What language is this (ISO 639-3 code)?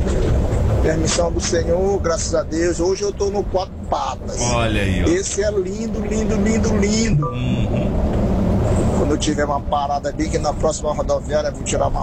por